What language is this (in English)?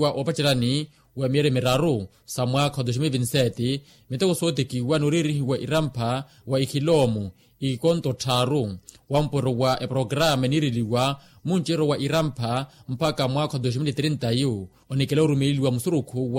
Makhuwa